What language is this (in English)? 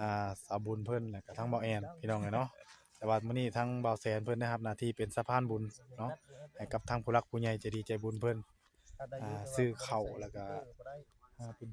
Northeastern Thai